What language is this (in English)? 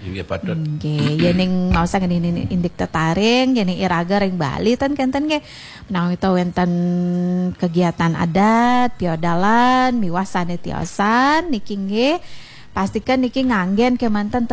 Balinese